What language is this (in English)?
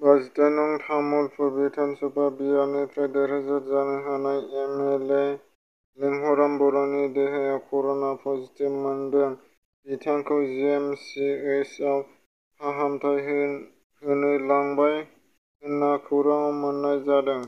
Bodo